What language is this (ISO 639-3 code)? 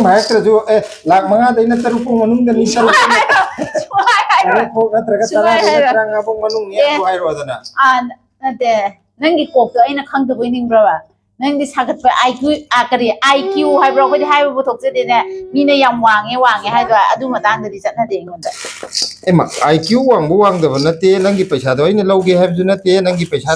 mni